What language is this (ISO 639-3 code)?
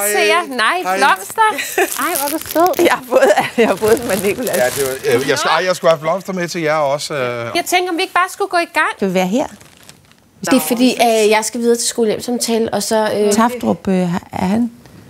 dan